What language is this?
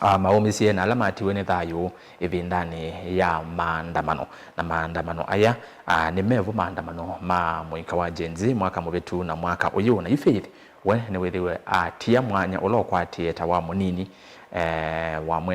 Kamba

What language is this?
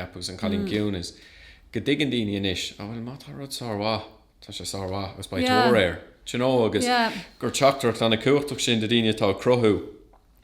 Irish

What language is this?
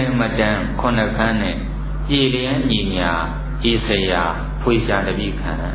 Burmese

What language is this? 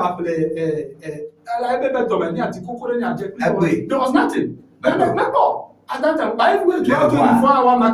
Ewe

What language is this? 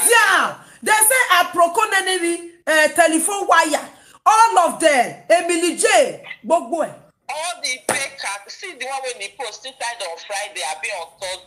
Nigerian Pidgin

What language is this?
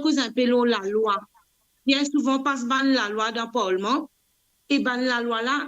Morisyen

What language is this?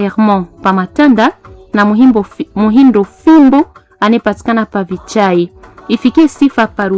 Swahili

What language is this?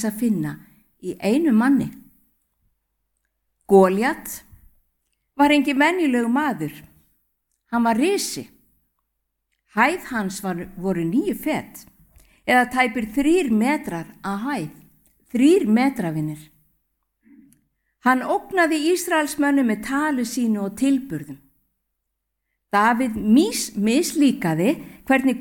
Icelandic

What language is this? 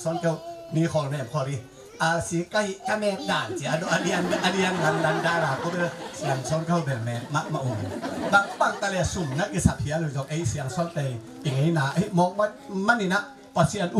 Tedim Chin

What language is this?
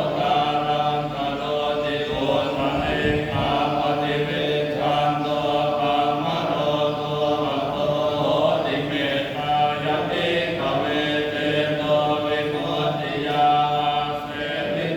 Pali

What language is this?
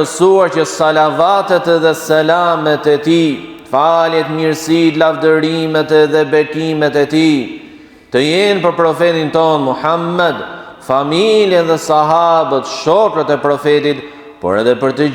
Albanian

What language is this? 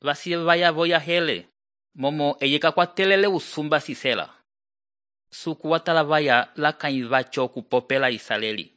Umbundu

